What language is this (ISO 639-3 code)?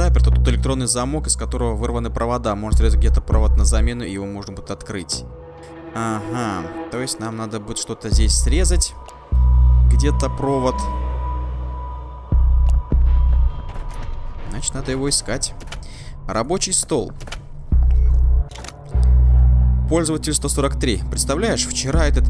rus